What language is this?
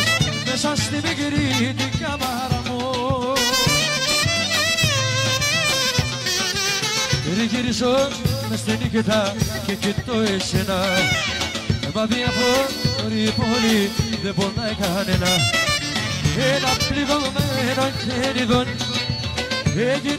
Greek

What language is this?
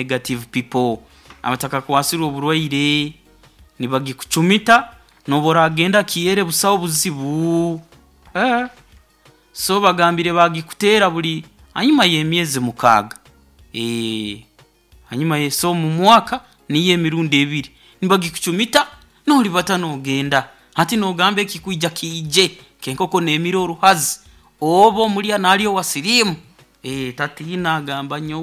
Nyoro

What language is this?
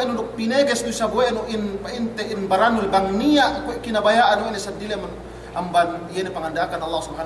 Yakan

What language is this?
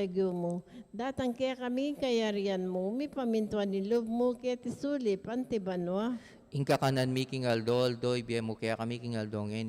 Pampanga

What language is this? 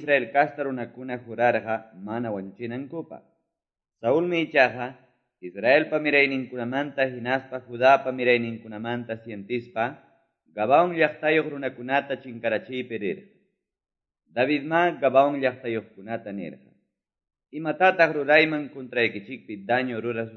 Quechua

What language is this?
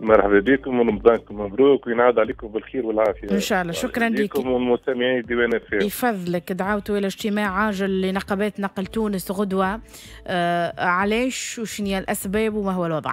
Tunisian Arabic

